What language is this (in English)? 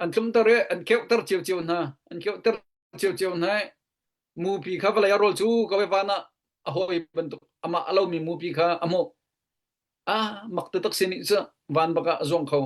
Hakha Chin